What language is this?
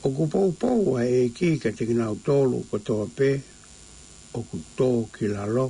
Tongan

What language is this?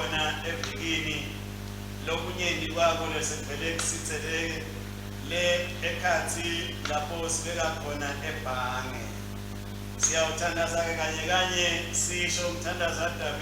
Swati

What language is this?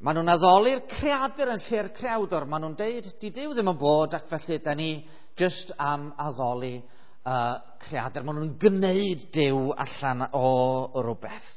Welsh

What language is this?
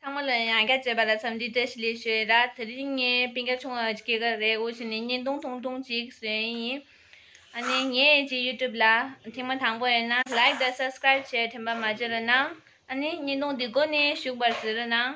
Tibetan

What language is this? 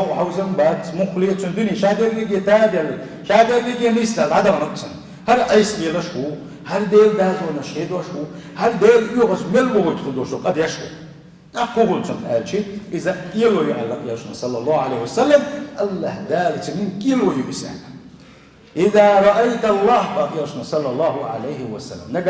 Chechen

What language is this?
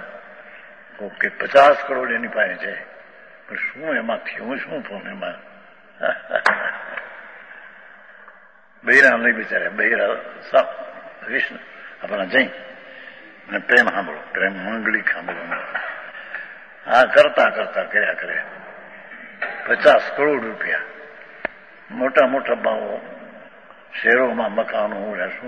Gujarati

